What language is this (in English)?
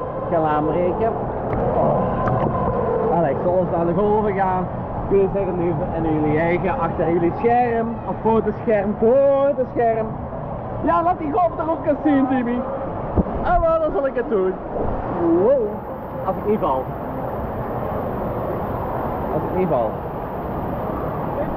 Dutch